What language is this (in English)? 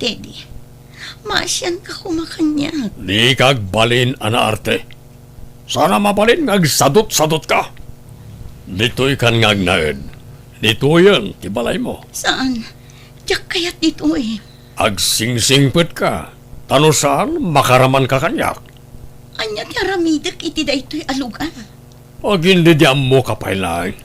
Iloko